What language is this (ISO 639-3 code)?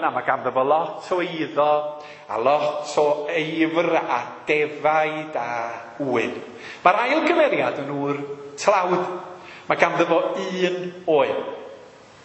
cym